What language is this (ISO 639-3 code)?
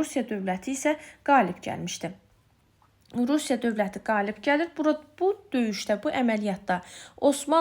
aze